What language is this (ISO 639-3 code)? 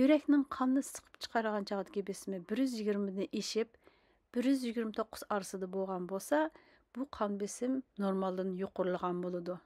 uig